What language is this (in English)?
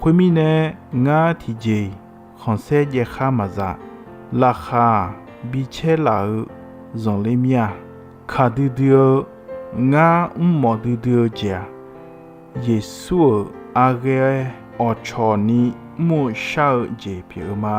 Akha